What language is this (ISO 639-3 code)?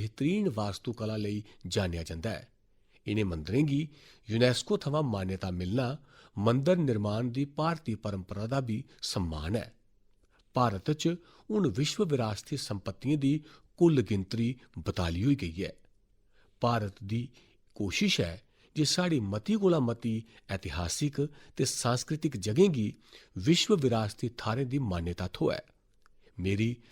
doi